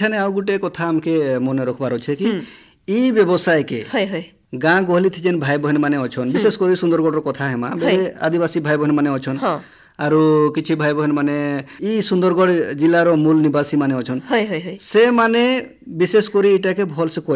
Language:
Odia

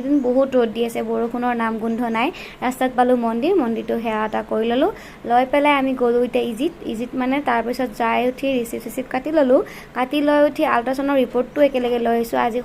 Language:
Assamese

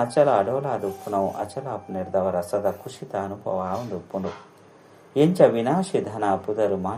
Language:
Tulu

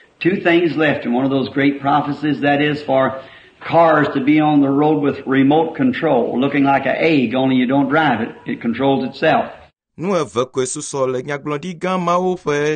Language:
Ewe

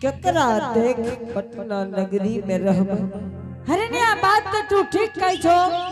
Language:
Angika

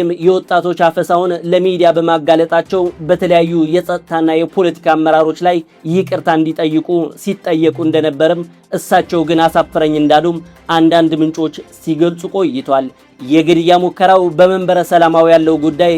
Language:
Amharic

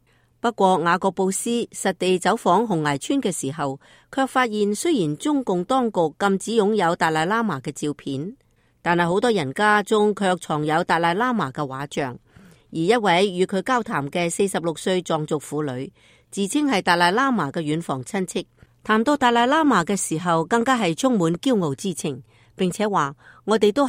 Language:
Cantonese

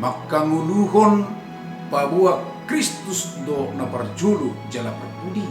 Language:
Batak Toba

